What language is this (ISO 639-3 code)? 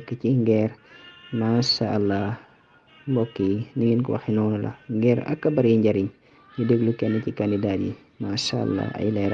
wol